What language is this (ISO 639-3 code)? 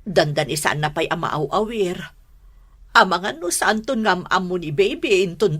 ilo